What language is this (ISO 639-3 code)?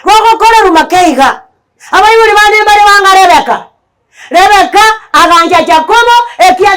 guz